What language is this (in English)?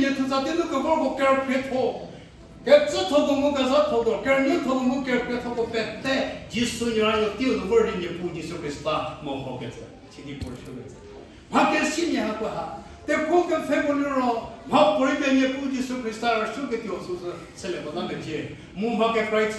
Angami Naga